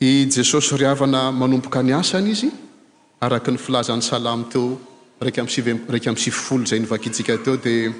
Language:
Malagasy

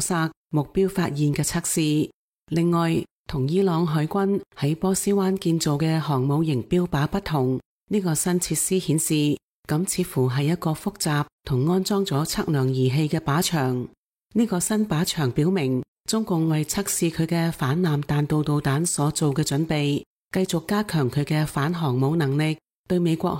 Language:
Cantonese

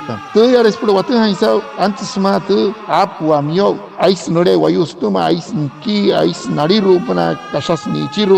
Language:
Wayuu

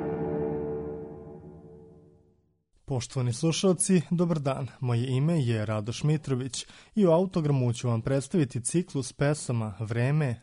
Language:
Serbian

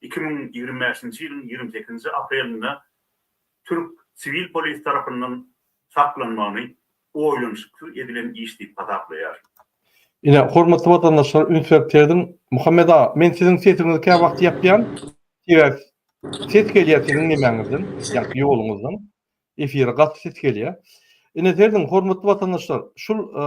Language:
Turkmen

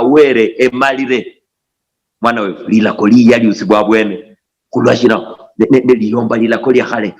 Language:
Luyia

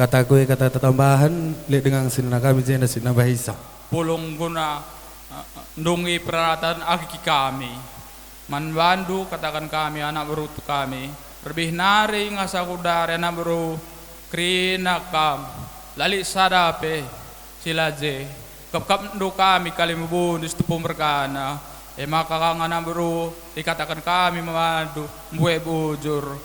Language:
Batak Karo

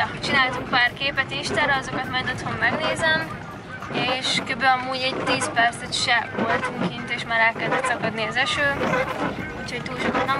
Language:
Hungarian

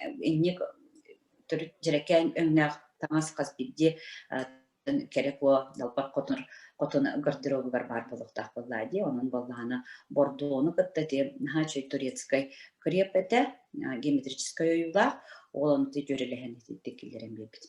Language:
Yakut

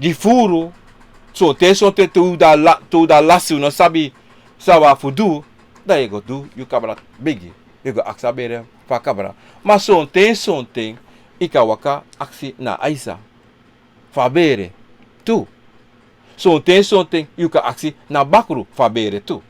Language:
Sranan Tongo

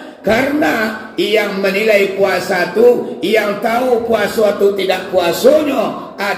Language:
Minangkabau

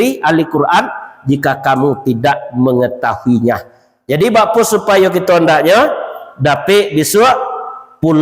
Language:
Minangkabau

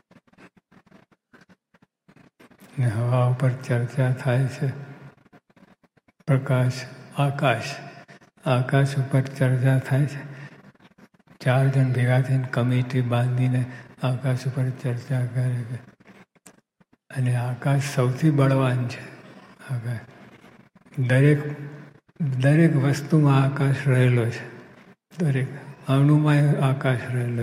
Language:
Gujarati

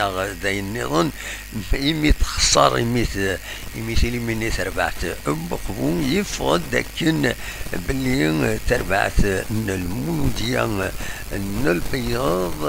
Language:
Kabyle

